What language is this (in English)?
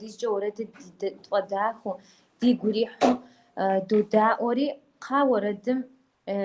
Kabardian